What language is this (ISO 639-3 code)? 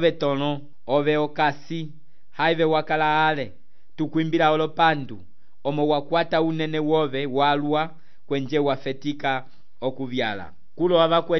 umb